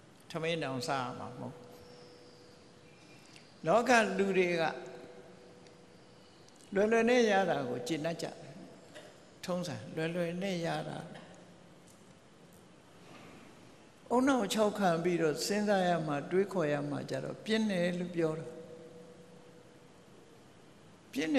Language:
Burmese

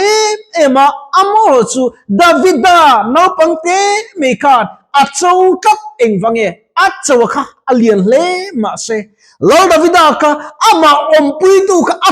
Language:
Mizo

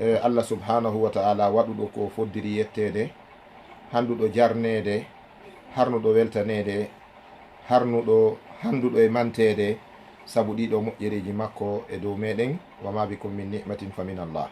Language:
Fula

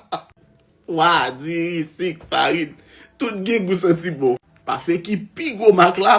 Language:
Haitian Creole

